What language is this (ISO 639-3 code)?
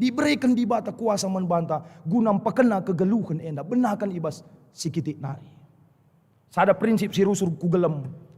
btx